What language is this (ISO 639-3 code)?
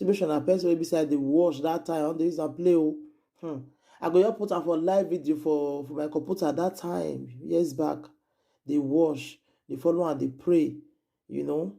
pcm